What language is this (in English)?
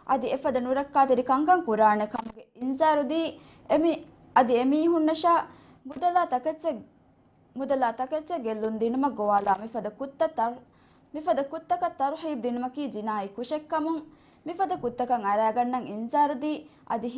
Divehi